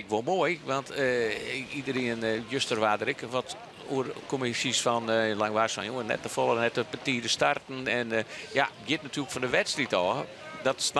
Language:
Western Frisian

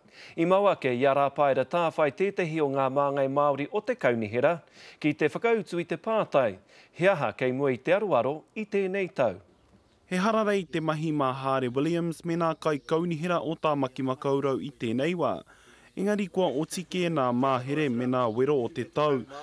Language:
Māori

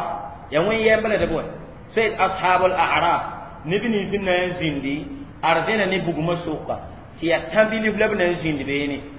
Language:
Mossi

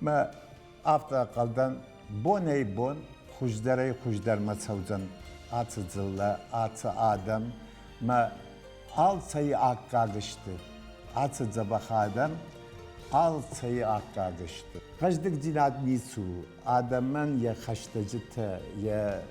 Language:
Ossetic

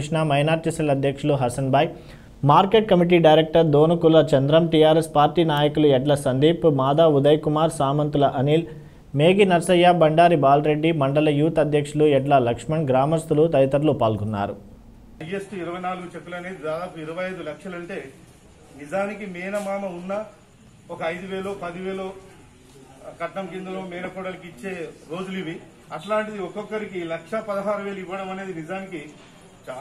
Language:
Telugu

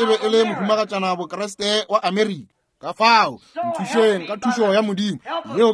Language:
Northern Sotho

